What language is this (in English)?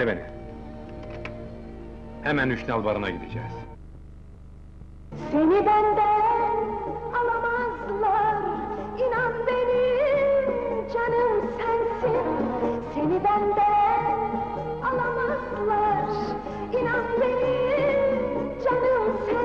Turkish